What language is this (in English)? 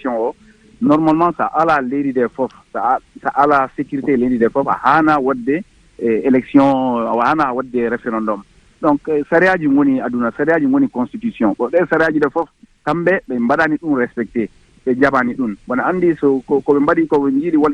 Fula